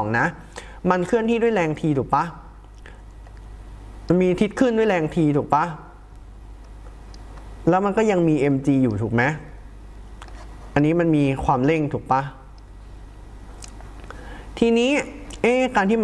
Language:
Thai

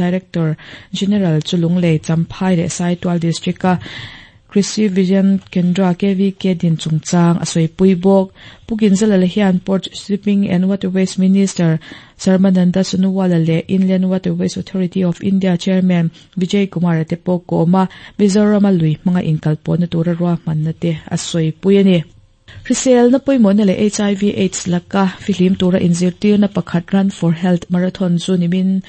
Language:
Mizo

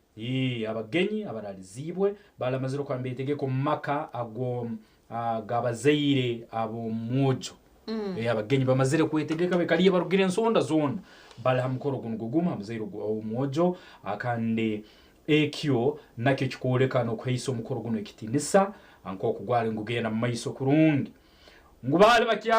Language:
Nyankole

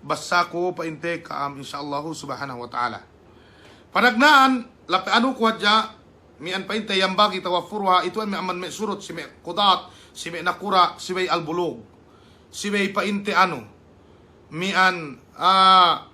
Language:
Yakan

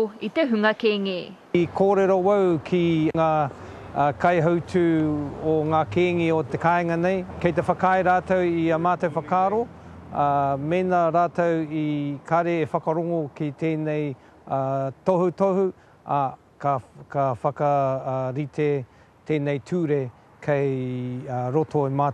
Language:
Māori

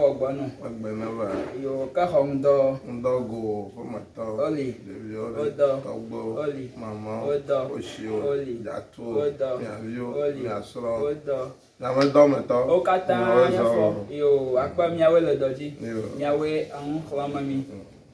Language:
Ewe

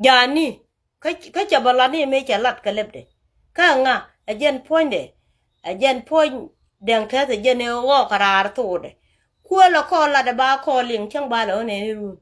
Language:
Nuer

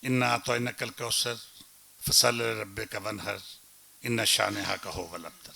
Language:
Western Panjabi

